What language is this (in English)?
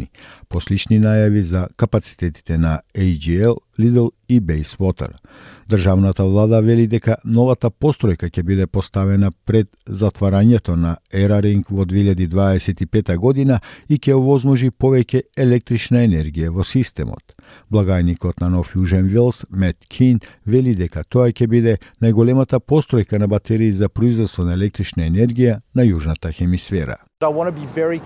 Macedonian